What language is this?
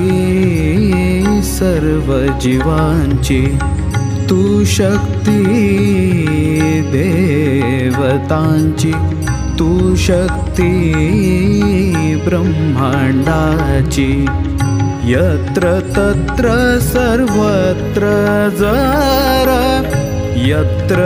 Marathi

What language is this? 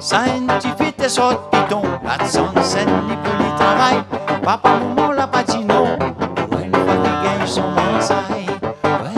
Réunion Creole French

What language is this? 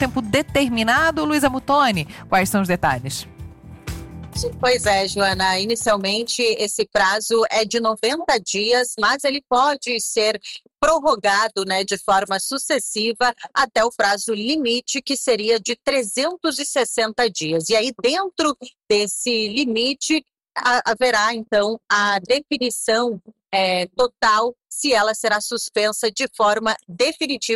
Portuguese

